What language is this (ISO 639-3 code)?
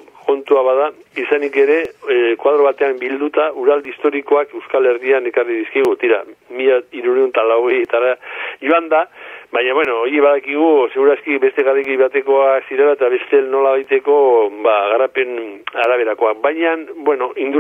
eus